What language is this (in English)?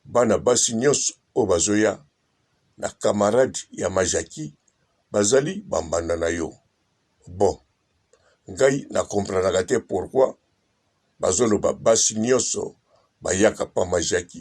Lingala